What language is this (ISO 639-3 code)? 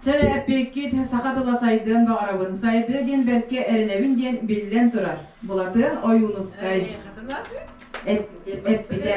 sah